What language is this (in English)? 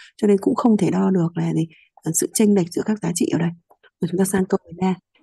Vietnamese